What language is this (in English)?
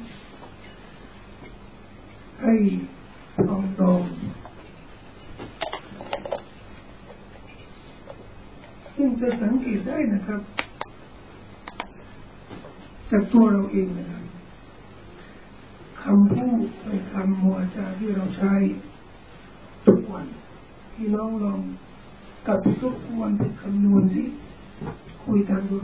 Thai